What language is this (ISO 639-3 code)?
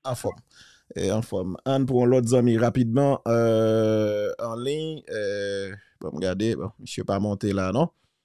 hat